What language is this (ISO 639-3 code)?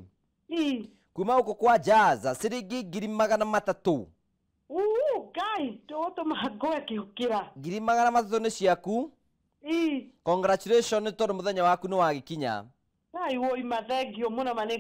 kik